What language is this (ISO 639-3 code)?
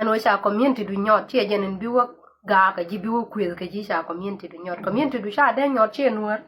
nus